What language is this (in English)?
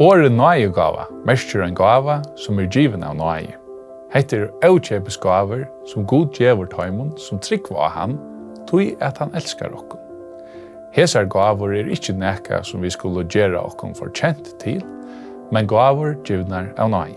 Faroese